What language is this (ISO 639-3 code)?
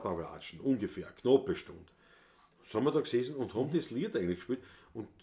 bar